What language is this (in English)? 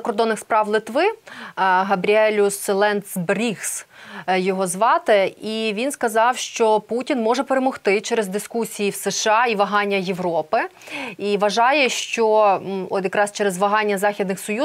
Ukrainian